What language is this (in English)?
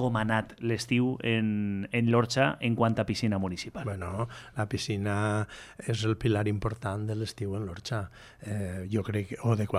Catalan